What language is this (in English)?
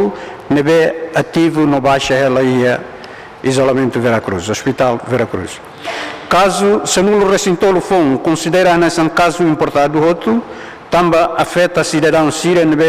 Tetum